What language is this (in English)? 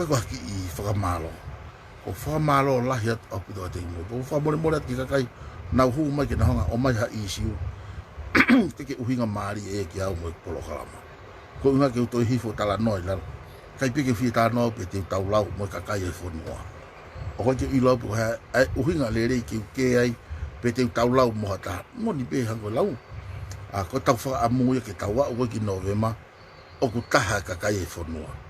Tongan